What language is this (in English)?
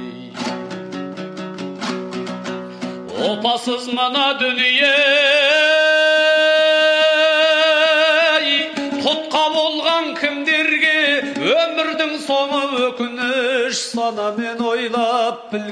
Kazakh